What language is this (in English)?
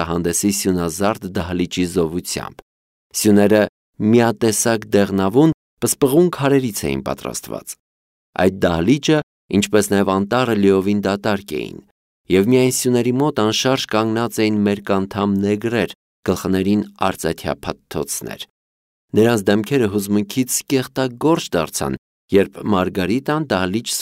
Armenian